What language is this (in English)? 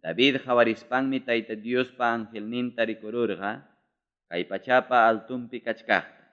Ayacucho Quechua